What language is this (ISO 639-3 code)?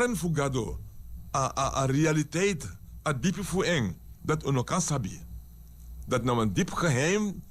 srn